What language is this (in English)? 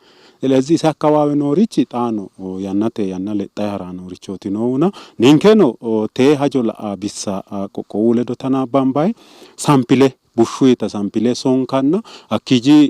Sidamo